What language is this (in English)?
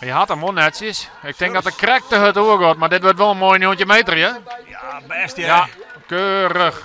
Western Frisian